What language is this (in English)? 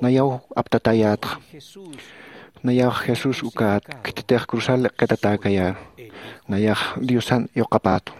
Aymara